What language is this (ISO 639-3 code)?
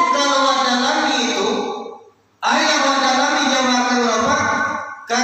min